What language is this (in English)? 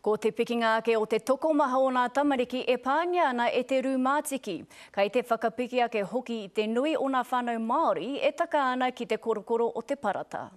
Māori